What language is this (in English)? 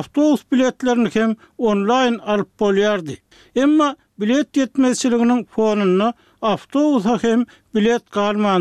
Turkmen